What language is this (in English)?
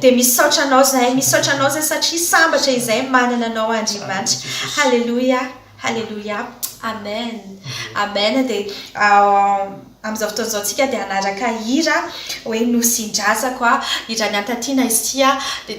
Malagasy